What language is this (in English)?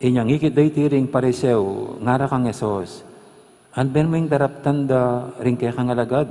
Pampanga